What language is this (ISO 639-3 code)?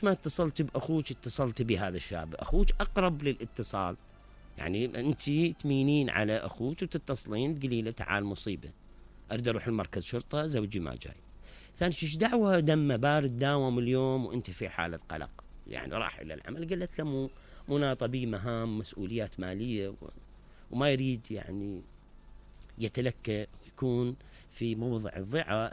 acm